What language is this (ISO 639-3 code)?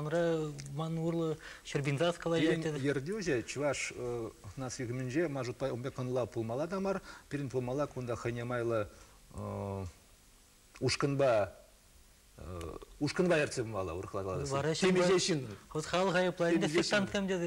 chv